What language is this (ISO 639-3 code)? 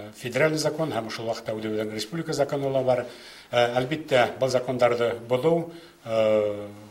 bak